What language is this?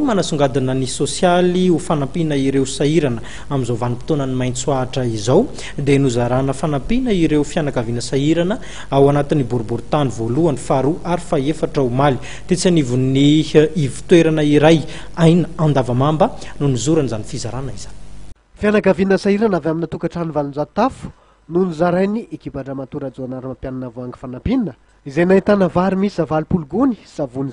Malagasy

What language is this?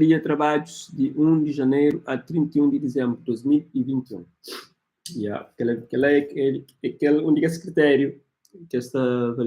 Kabuverdianu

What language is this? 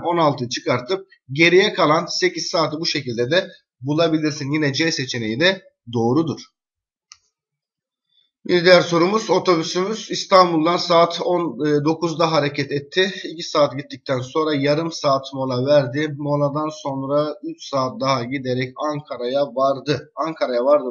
Turkish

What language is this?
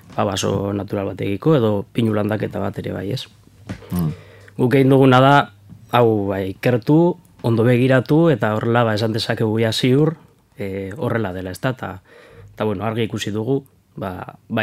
Basque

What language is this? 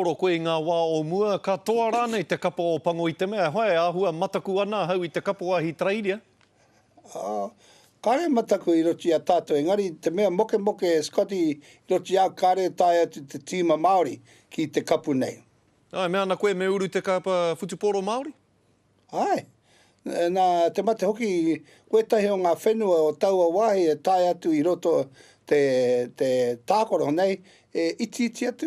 Māori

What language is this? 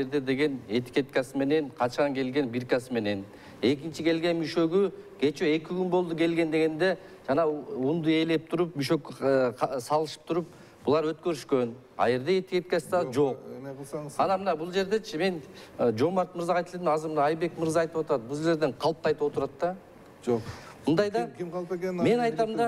Kyrgyz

